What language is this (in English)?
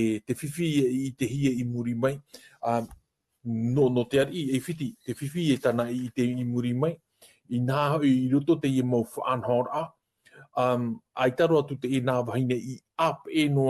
Tahitian